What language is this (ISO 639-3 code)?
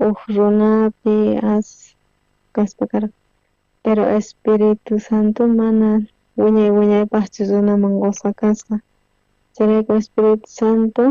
quh